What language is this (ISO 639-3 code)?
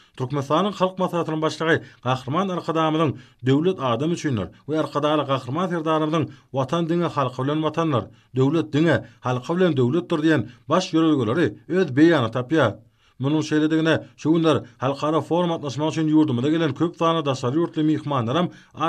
tuk